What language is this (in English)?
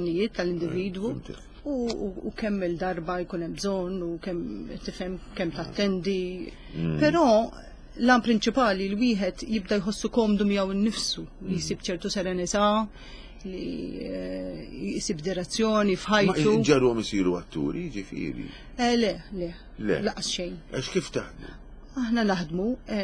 Maltese